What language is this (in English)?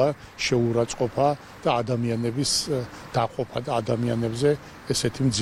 Georgian